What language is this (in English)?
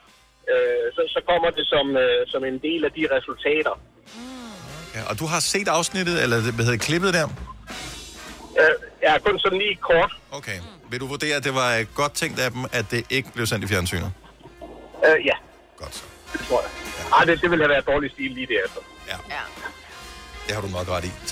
Danish